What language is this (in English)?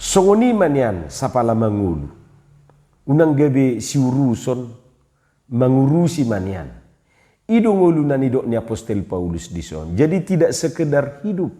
Batak Toba